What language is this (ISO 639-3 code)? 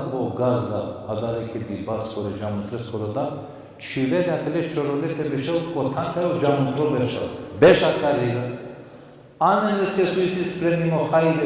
rmn